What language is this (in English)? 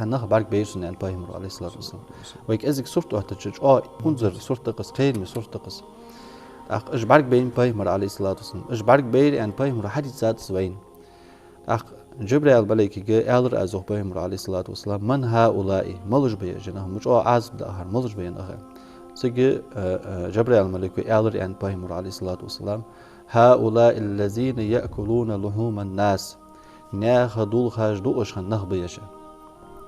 Ingush